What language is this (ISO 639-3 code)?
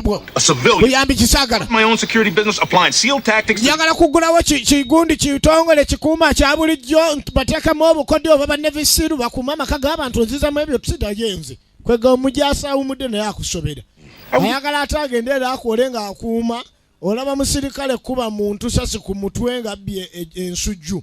lug